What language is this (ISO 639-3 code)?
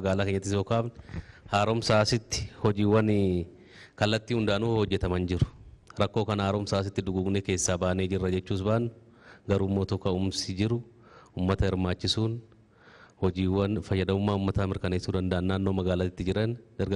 orm